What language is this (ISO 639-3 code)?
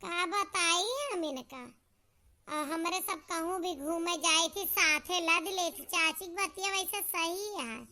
awa